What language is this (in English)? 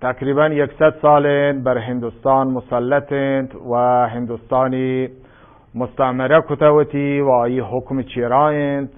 Eastern Balochi